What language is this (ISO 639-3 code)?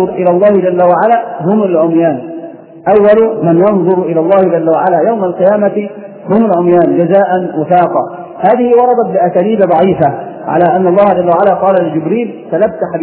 ara